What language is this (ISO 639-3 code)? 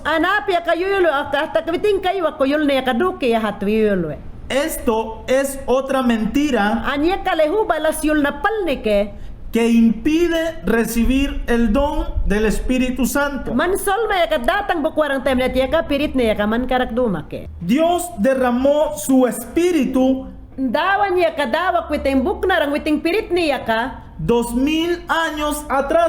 yan